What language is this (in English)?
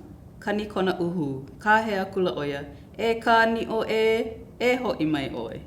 Hawaiian